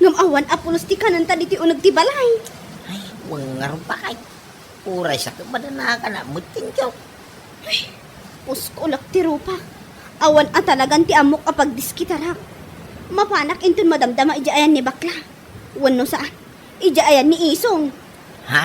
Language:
Iloko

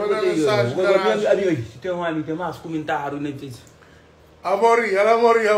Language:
Kabuverdianu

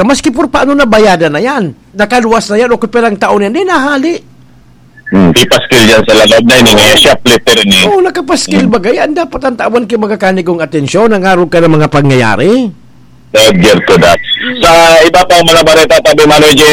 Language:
Bikol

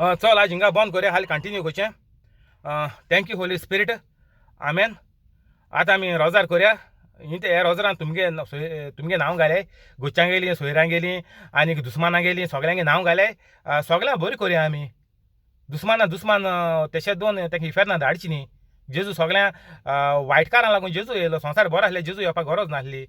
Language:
Konkani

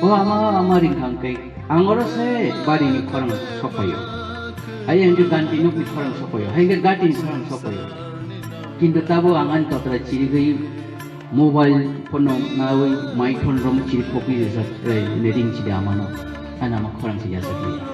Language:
Kok Borok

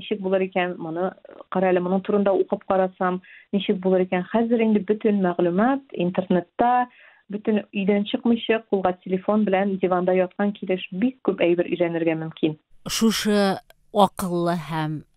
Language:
Tatar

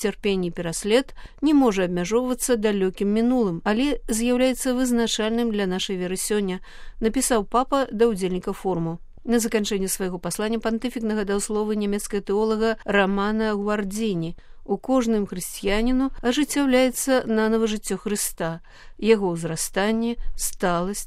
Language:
Belarusian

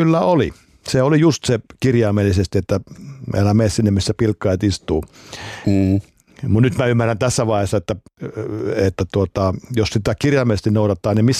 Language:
Finnish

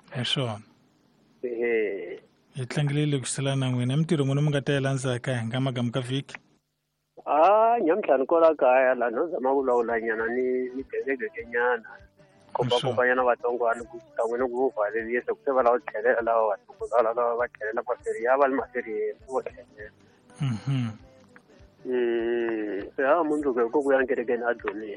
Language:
Tsonga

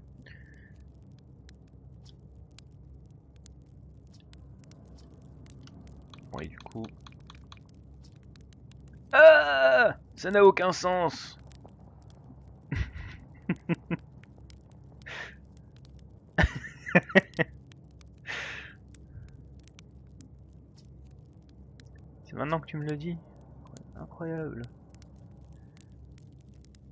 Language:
French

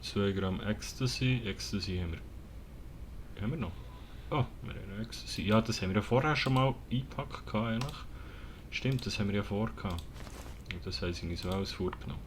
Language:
Swiss German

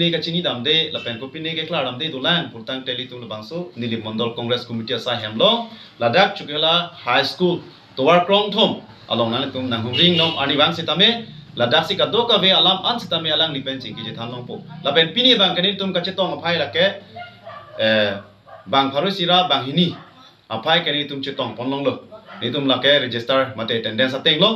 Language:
Karbi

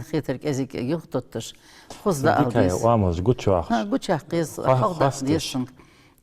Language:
Ingush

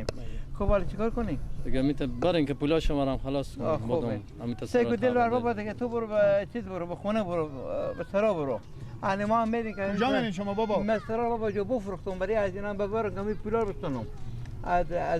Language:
Persian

